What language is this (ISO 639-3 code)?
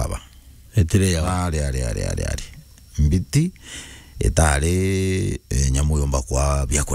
mer